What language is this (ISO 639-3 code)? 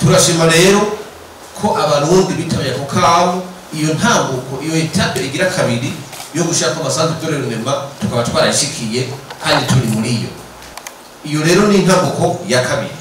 run